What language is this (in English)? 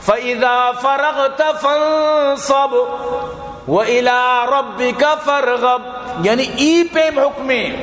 Eastern Balochi